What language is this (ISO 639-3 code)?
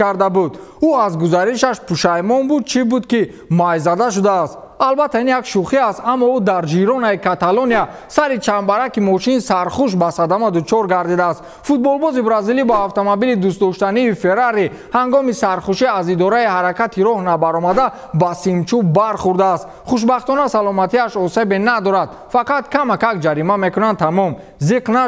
tgk